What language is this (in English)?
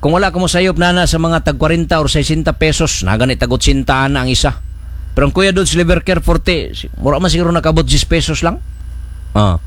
Cebuano